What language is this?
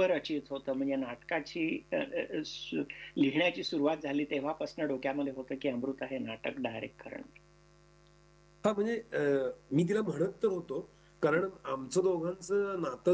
Marathi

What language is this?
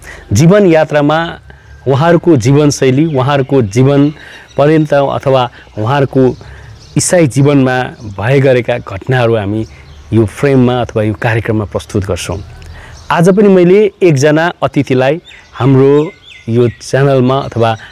Nepali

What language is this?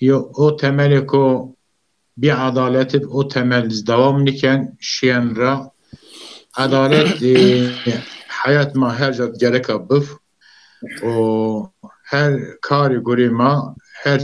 Zaza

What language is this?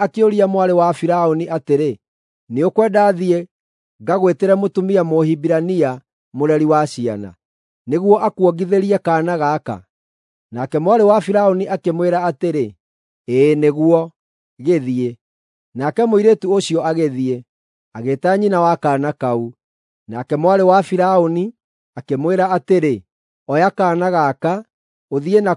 Kikuyu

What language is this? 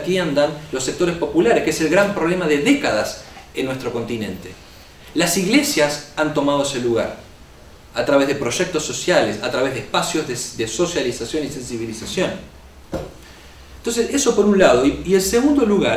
Spanish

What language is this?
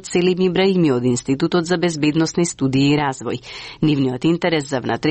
Macedonian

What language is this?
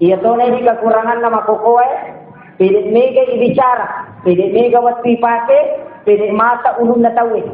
Buginese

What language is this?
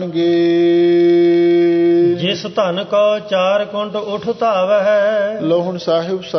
Punjabi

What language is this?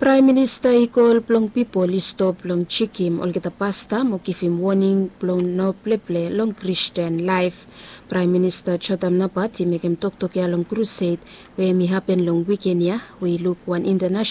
Bislama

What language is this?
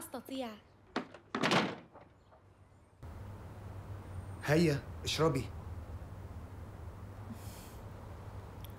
Arabic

